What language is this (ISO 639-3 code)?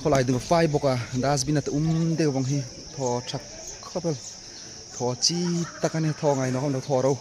hmr